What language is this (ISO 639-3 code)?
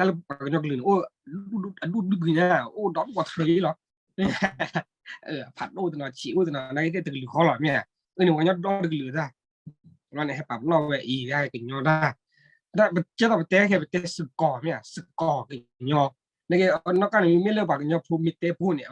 ksw